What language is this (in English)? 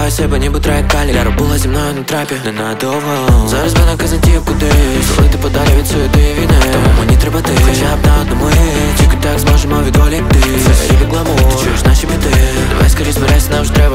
Ukrainian